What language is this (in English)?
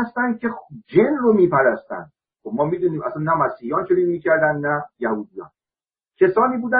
Persian